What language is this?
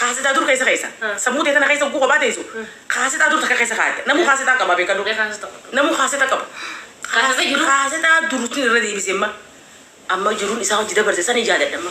Oromo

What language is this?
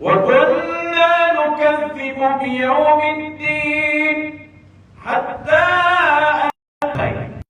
Maranao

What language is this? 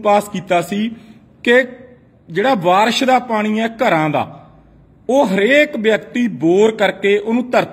Punjabi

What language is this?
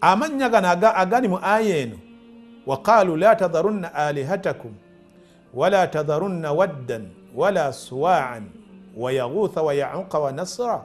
Ganda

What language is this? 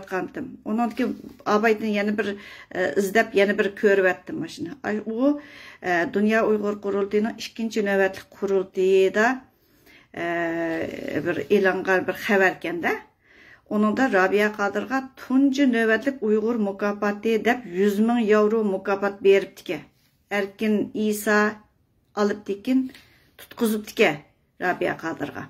Uyghur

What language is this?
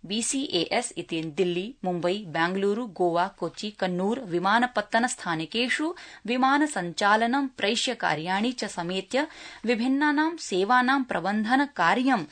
Sanskrit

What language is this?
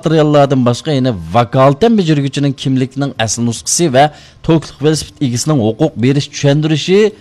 Uyghur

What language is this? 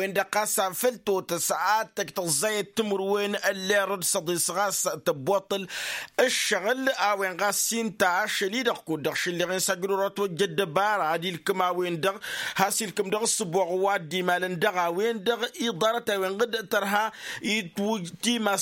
Tamasheq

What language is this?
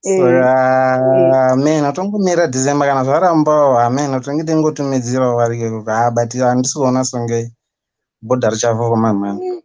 Shona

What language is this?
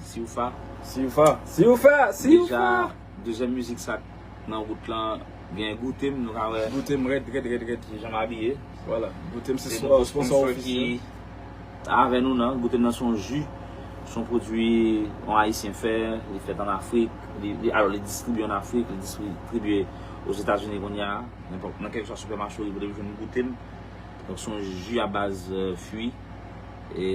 Haitian Creole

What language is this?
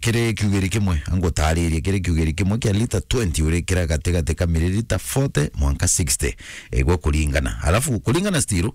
Meru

